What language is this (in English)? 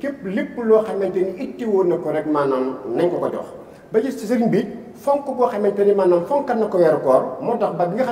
Wolof